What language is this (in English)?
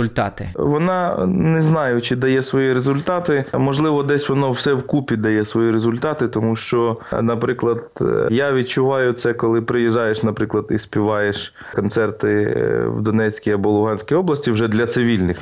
Ukrainian